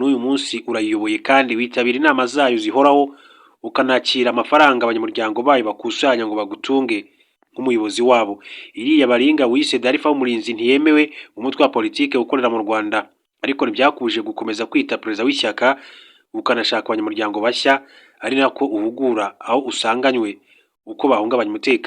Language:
Kinyarwanda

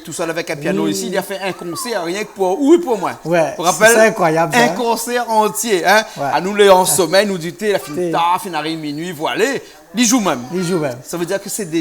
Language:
Réunion Creole French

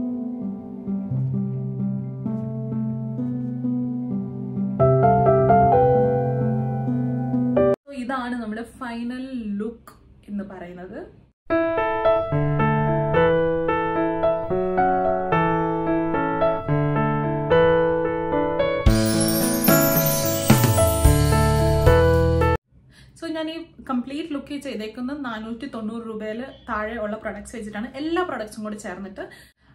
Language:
Malayalam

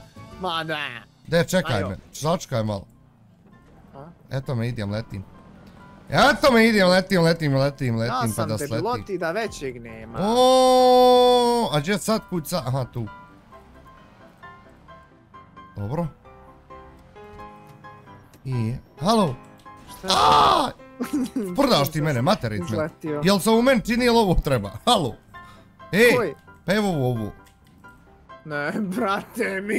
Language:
Bosnian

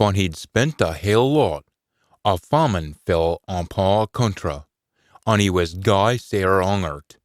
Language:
Scots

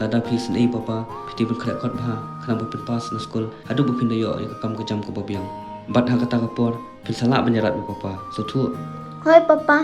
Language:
Khasi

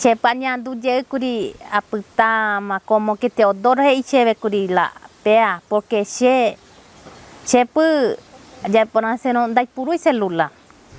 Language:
Guarani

